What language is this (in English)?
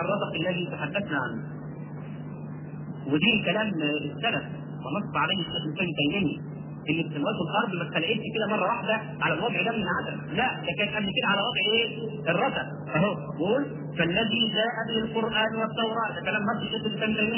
Egyptian Arabic